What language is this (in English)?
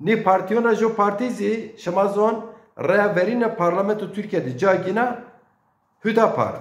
Zaza